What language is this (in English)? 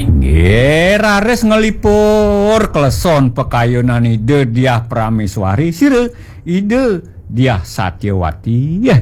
Balinese